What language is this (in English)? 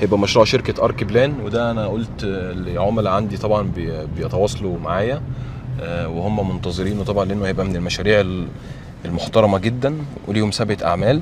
Egyptian Arabic